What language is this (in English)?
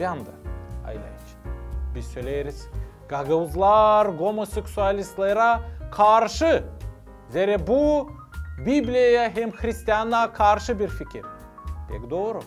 Gagauz